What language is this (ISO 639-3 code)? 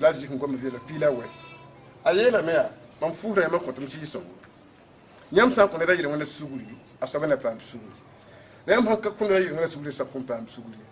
mos